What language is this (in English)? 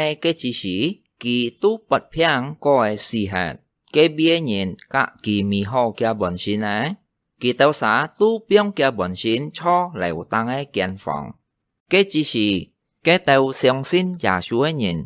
Hakka Chinese